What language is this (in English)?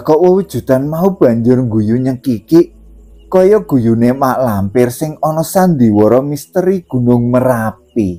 Javanese